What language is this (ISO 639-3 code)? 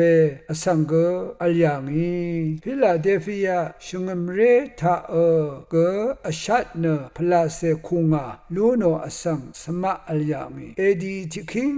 raw